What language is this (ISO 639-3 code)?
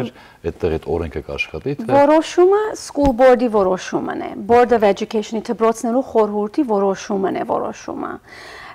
hyw